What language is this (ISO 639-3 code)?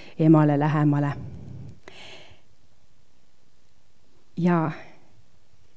est